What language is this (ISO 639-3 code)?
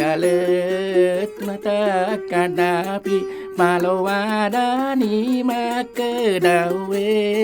bug